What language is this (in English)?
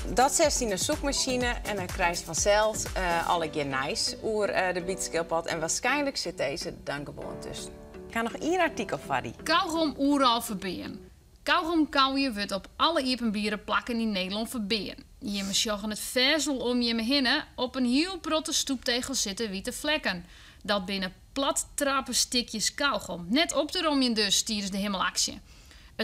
Western Frisian